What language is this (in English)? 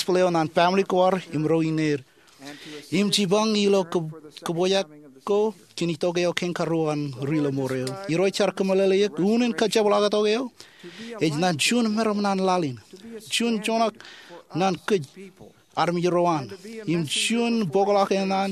Marshallese